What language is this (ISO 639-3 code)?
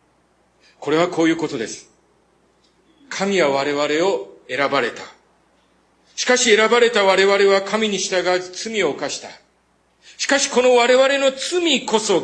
jpn